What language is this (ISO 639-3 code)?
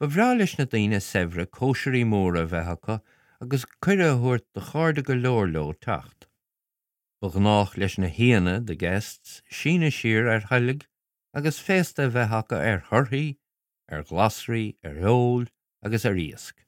gle